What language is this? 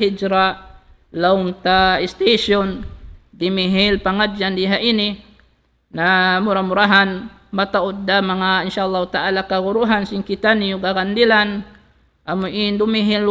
Tausug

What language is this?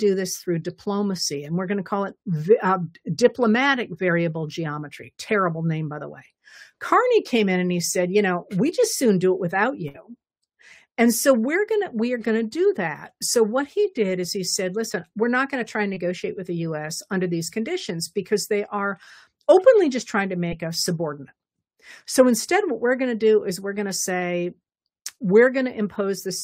English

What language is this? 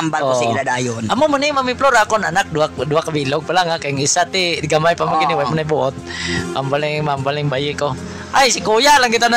Hiligaynon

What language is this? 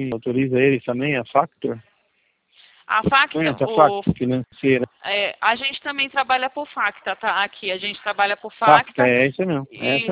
Portuguese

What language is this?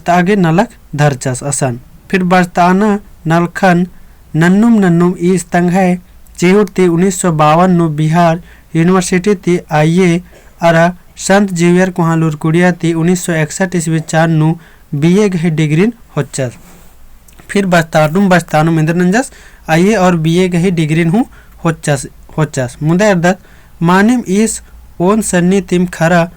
Kurukh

